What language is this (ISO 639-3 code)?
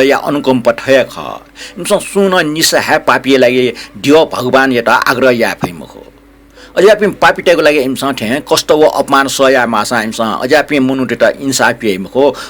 new